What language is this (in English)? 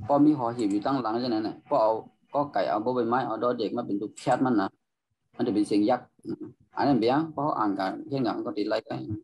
Shan